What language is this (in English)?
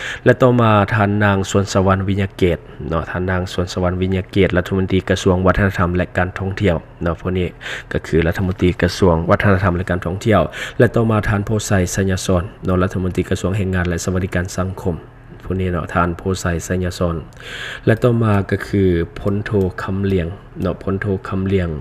Lao